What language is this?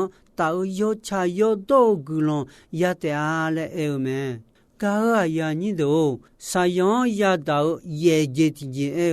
Akha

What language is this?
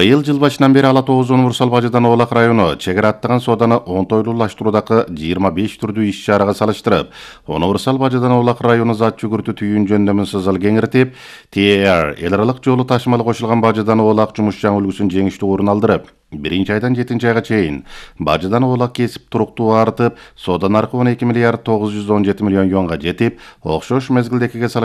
Kyrgyz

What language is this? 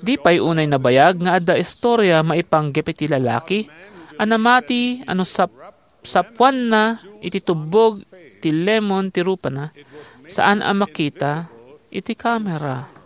Iloko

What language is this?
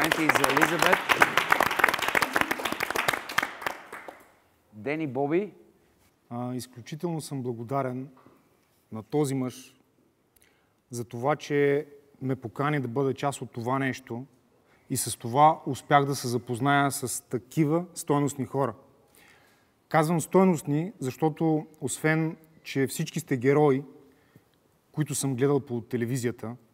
Bulgarian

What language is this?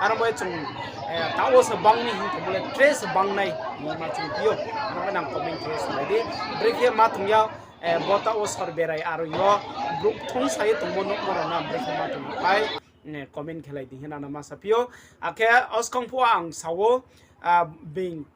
Riang (India)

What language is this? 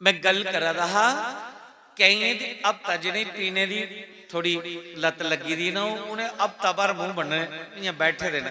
Dogri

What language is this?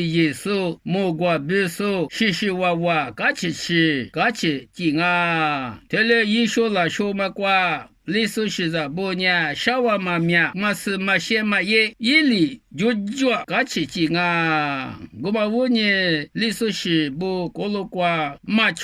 Lisu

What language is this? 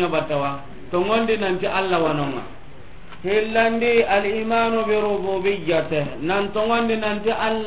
Soninke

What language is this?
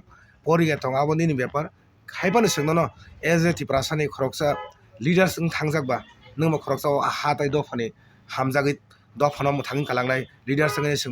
Kok Borok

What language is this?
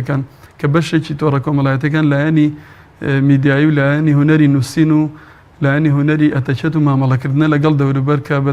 Central Kurdish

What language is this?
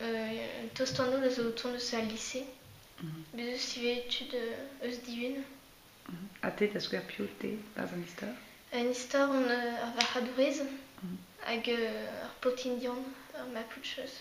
Breton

